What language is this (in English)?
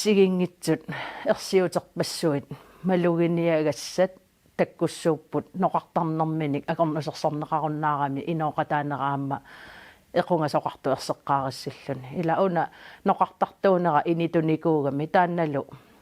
Kalaallisut